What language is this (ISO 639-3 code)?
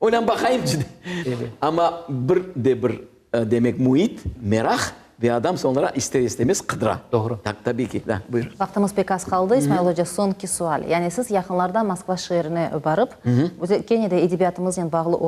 crh